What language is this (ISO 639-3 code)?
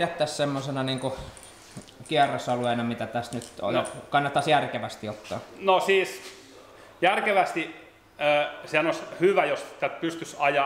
fin